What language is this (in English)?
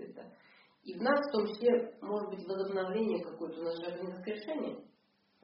Russian